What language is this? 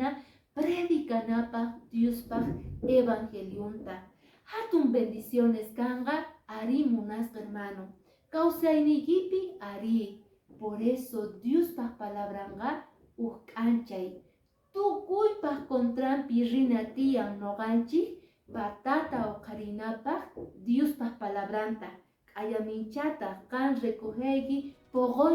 Quechua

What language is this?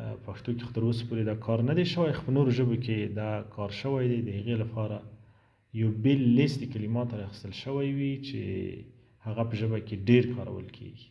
Pashto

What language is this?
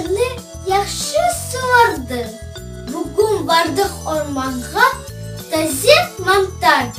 Crimean Tatar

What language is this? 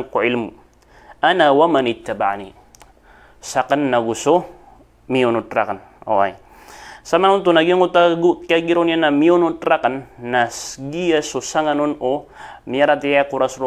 Maranao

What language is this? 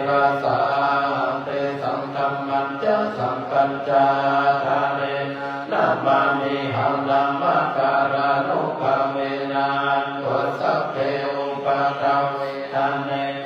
Pali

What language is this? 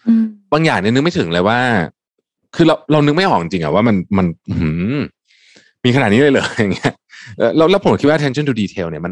Thai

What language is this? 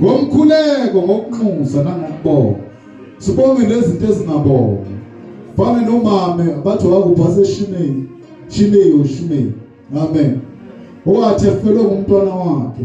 Zulu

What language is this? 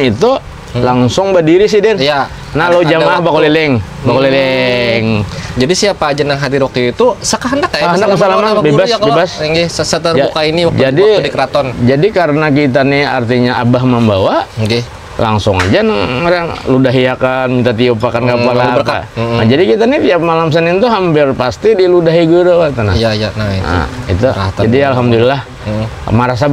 Banjar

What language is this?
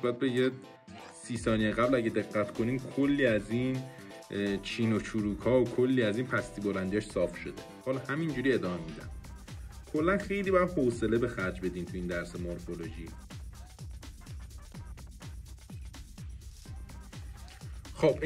Persian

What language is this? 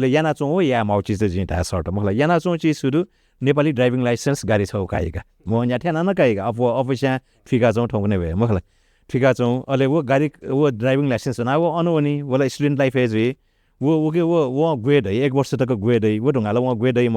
Newari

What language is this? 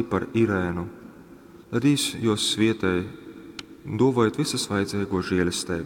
Latgalian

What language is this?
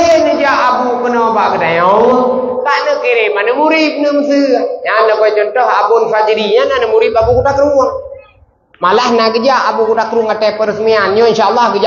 Achinese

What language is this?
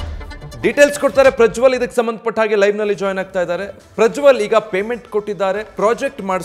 Kannada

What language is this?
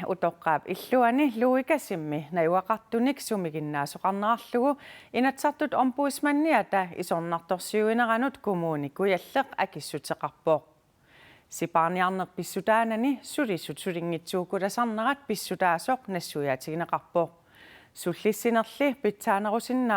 Kalaallisut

